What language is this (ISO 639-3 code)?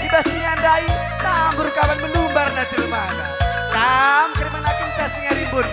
btx